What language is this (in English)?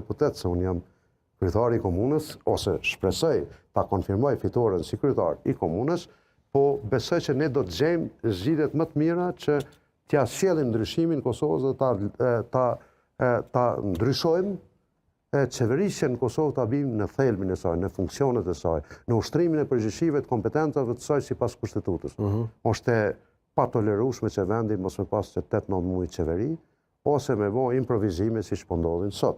Albanian